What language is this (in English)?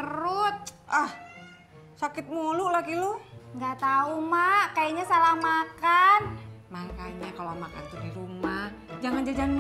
Betawi